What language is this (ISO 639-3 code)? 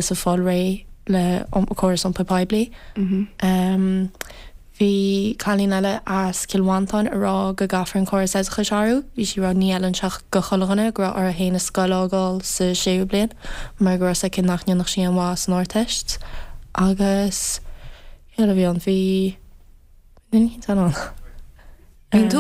gle